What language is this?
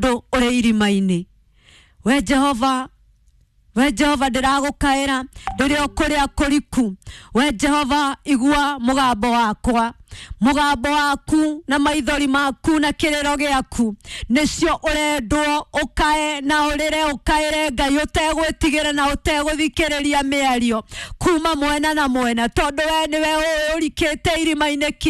Kikuyu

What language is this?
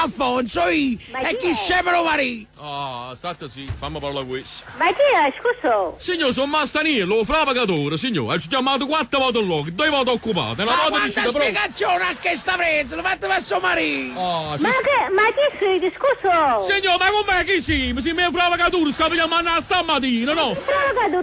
Neapolitan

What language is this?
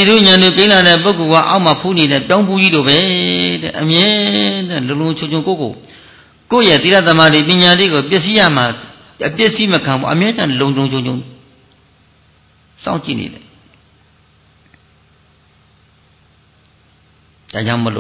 Burmese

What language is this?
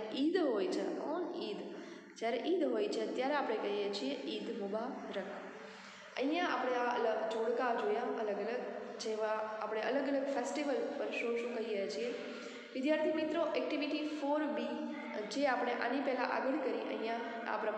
Gujarati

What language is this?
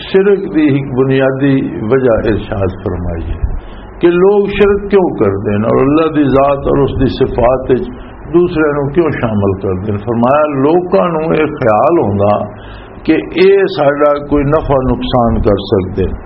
Western Panjabi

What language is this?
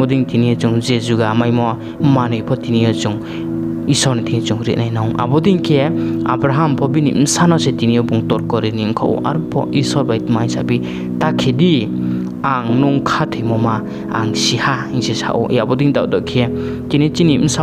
Riang (India)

